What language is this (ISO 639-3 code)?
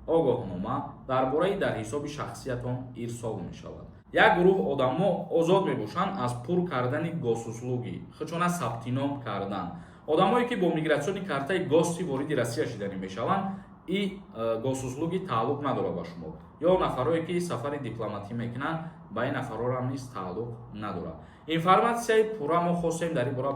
tgk